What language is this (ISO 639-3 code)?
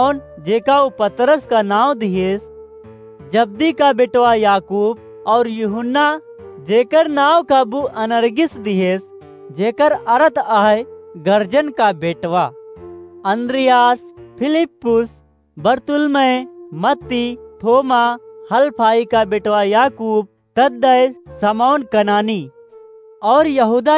awa